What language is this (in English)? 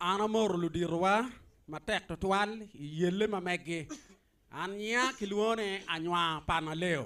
Acoli